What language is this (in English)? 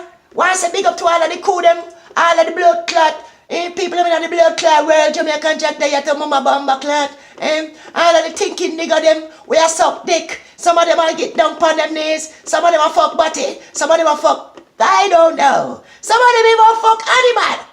Jamaican Creole English